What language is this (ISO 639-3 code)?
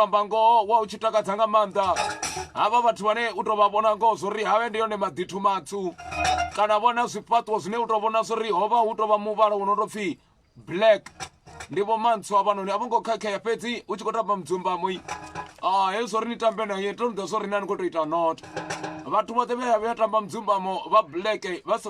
ven